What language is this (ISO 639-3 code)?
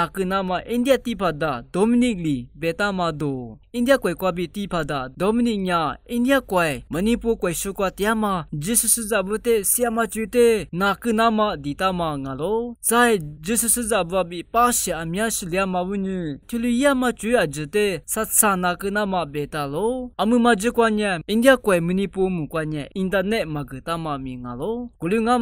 lis